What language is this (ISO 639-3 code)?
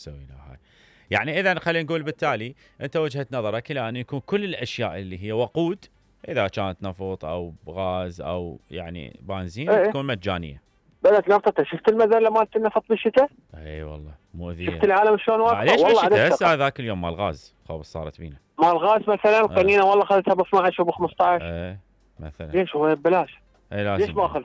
acm